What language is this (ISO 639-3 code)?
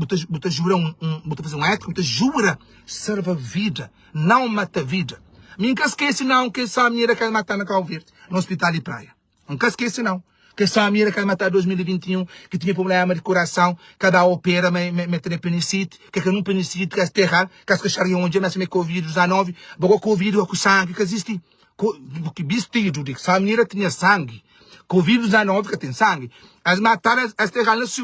kea